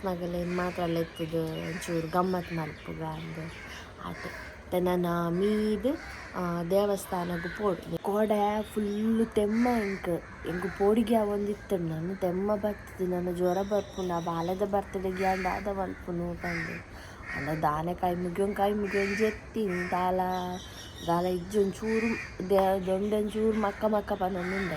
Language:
Tulu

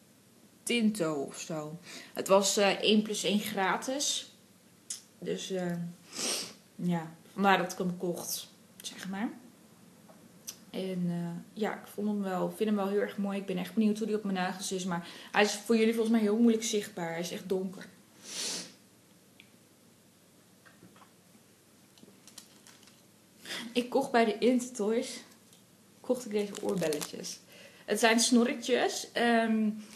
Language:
Dutch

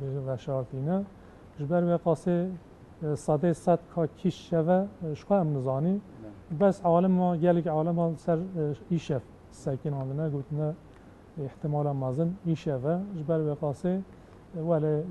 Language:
Kurdish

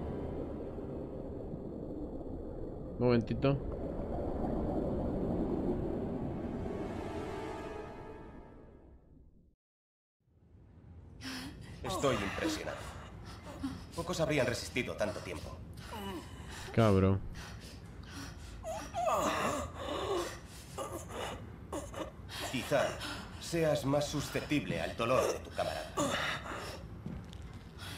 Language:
Spanish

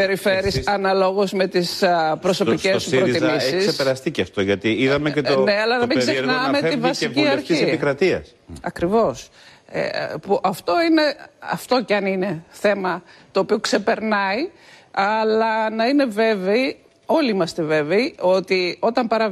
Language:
Greek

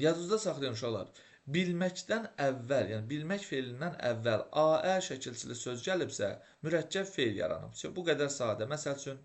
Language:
Azerbaijani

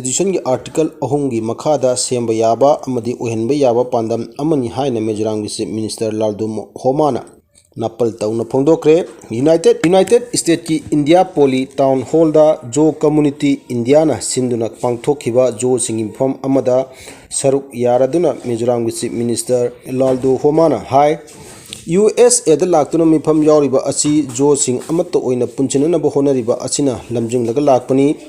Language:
Manipuri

